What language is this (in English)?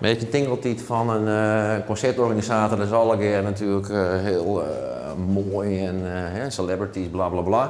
Western Frisian